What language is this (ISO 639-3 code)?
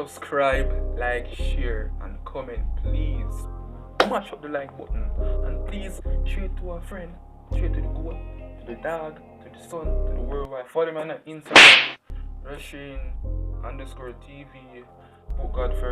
jam